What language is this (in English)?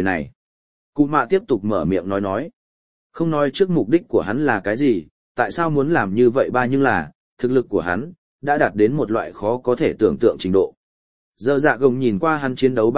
Vietnamese